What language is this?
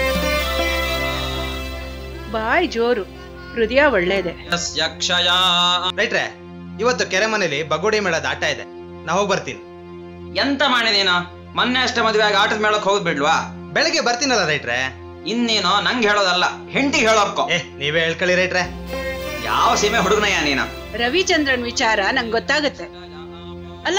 Kannada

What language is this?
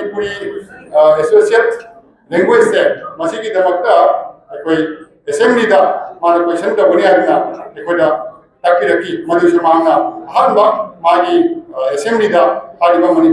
Manipuri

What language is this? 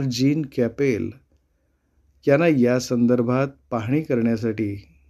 Marathi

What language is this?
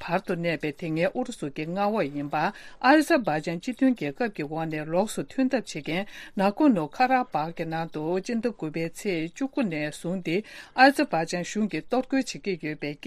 Tibetan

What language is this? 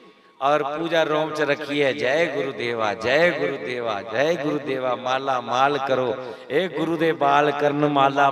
Dogri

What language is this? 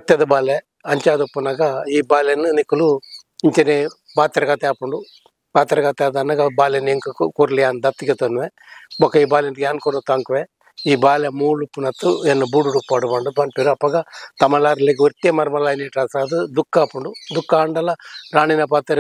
Tulu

